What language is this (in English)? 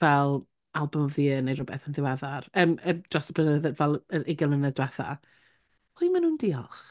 Welsh